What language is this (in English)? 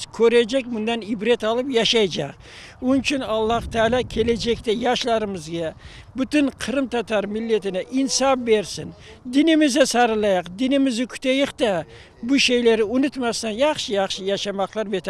Crimean Tatar